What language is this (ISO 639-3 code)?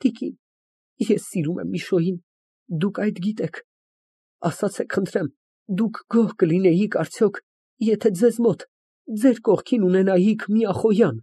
hye